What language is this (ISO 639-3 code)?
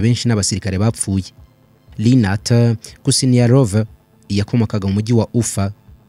kin